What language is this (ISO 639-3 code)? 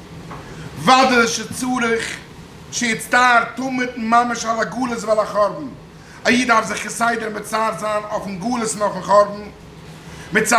yid